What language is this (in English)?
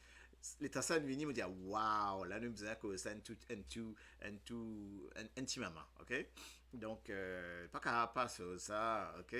Morisyen